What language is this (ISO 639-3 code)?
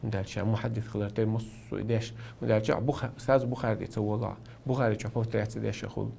che